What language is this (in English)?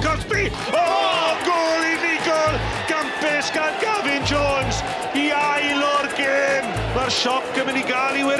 Welsh